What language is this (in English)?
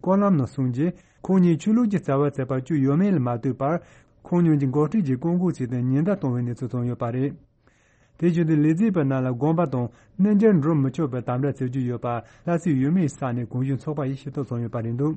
Tibetan